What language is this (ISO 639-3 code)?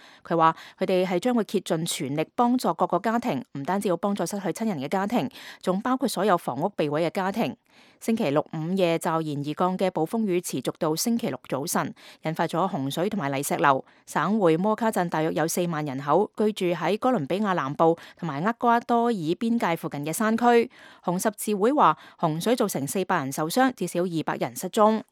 yue